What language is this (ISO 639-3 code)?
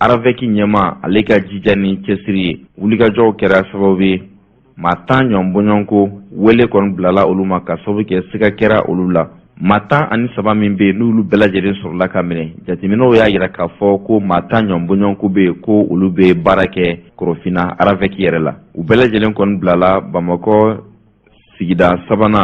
bam